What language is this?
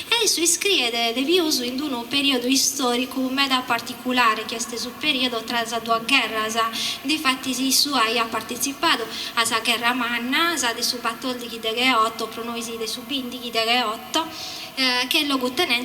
Sardinian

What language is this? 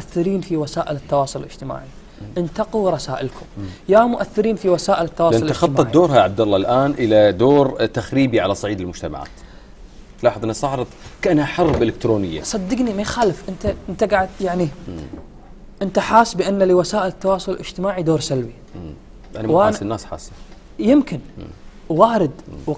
Gulf Arabic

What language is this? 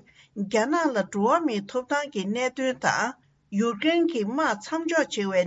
Tibetan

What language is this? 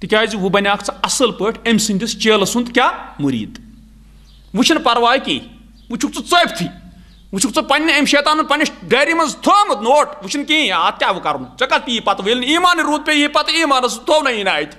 Kashmiri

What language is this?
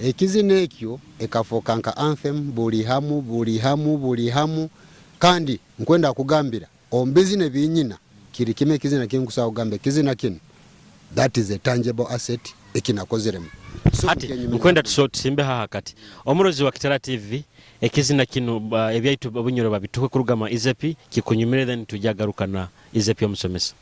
Nyoro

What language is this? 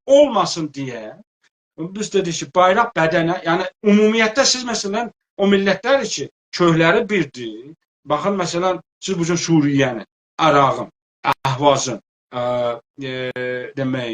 South Azerbaijani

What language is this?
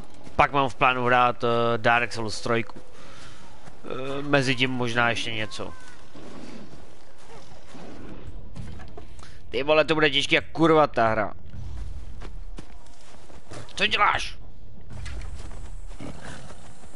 Czech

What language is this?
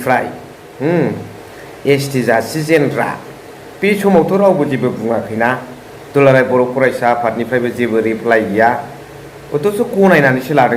Bodo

